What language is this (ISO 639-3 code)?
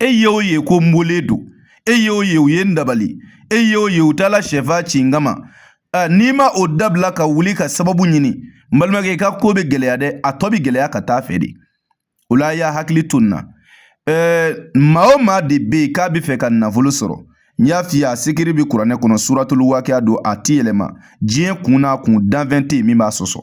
bam